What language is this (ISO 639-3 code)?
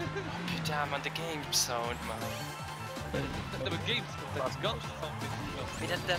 ltz